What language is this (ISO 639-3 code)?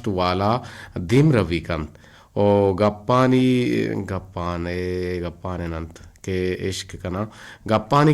bgp